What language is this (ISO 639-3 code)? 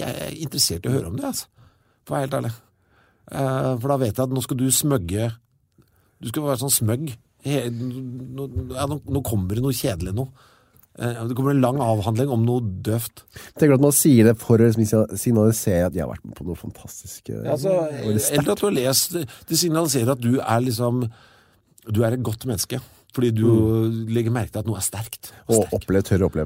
nor